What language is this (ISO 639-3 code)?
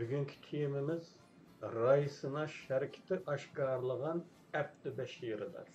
uig